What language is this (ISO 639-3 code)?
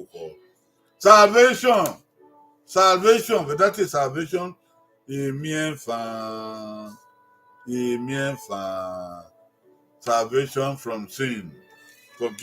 bin